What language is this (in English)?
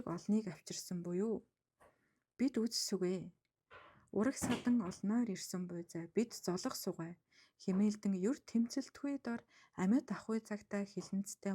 Mongolian